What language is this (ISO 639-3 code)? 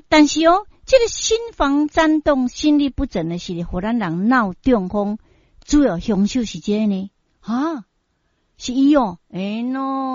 nan